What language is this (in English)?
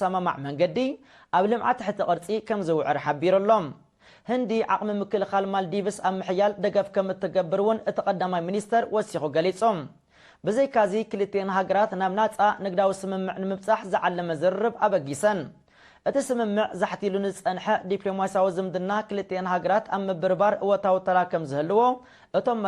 Tigrinya